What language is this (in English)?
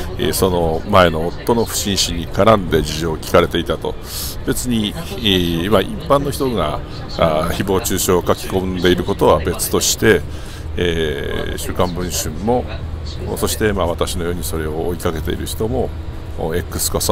Japanese